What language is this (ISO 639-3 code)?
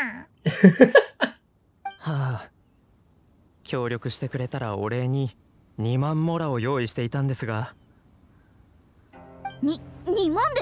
jpn